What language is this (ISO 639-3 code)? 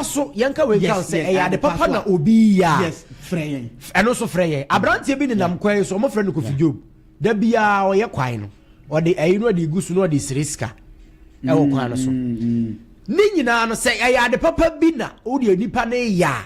aka